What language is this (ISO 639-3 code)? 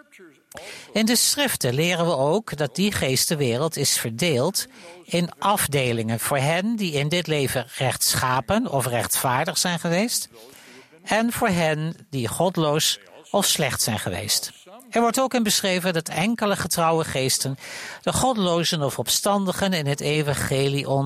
nld